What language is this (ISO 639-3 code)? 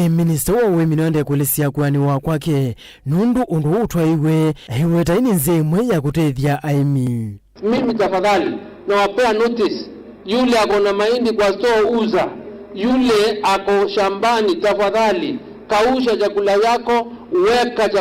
kam